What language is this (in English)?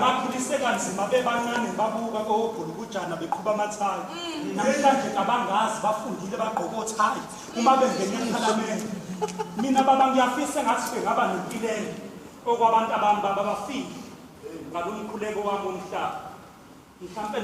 Zulu